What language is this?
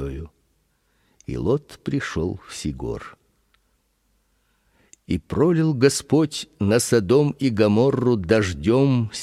Russian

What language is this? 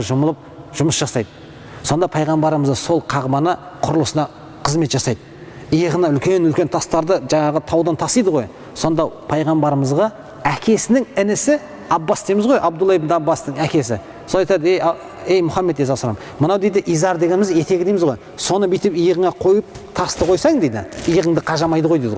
Kazakh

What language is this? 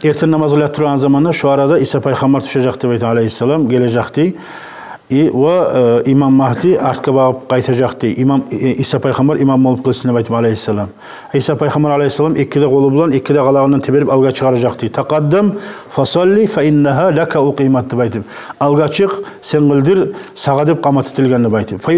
Kumyk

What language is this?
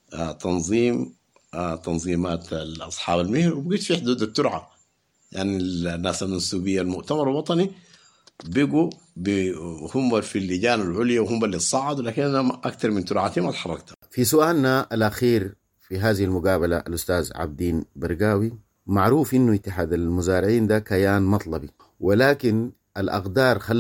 Sudanese Arabic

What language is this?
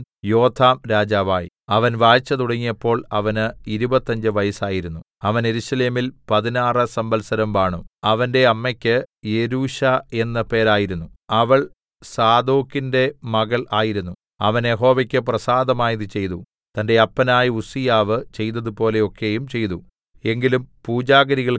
Malayalam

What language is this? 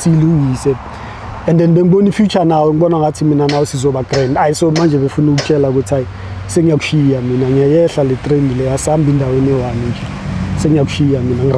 Zulu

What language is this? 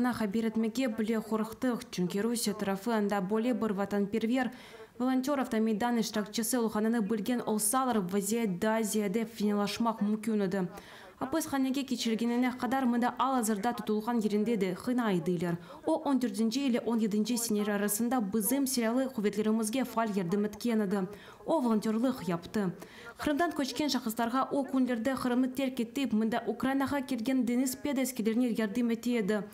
Crimean Tatar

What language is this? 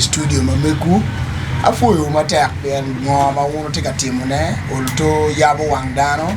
Acoli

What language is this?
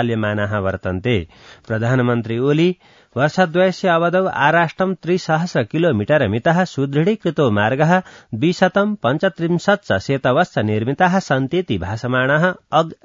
Sanskrit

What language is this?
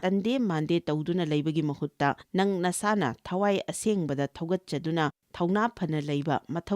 Manipuri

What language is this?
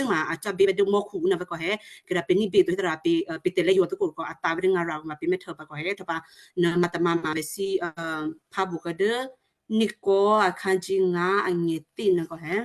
Western Kayah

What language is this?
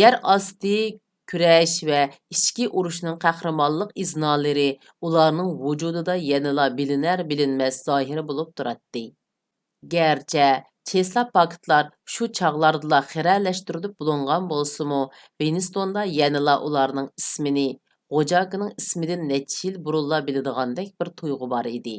Uyghur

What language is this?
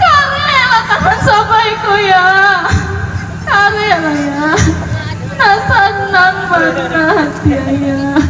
Minangkabau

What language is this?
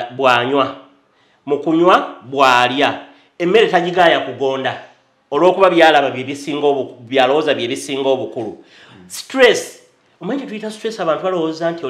Ganda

